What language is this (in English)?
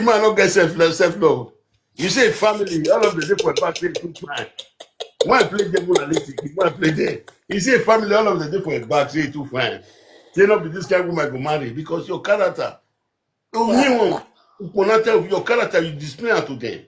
Nigerian Pidgin